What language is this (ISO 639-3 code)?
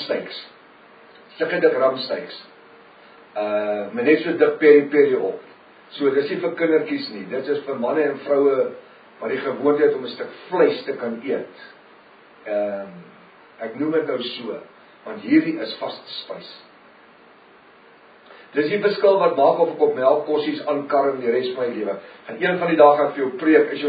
afr